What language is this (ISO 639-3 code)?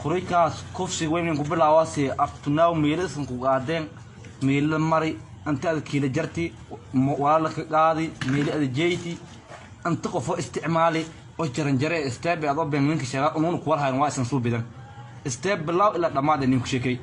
som